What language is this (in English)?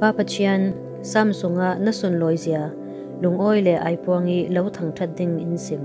Falam Chin